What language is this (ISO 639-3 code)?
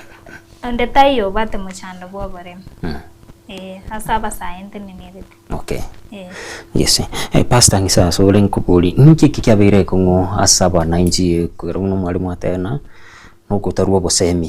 guz